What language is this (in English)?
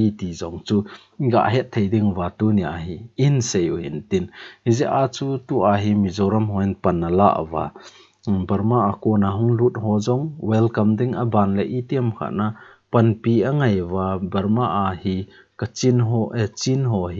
Thado Chin